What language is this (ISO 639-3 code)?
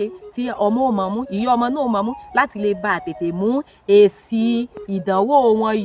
yor